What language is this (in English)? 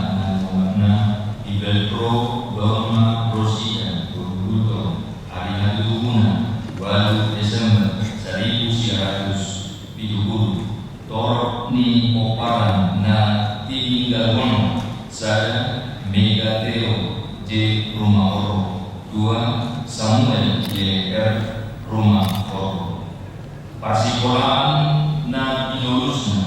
Batak Toba